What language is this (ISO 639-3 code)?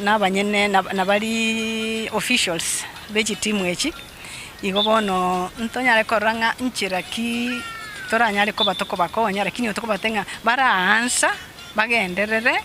guz